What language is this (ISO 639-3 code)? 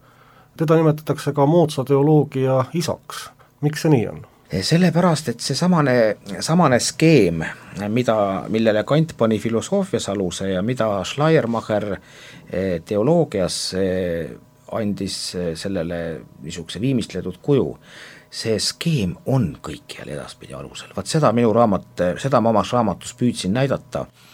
est